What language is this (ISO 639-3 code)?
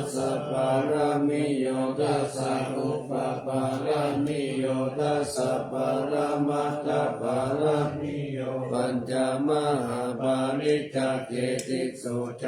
pli